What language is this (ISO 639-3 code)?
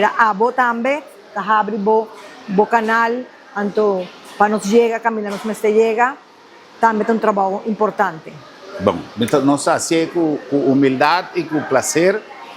pap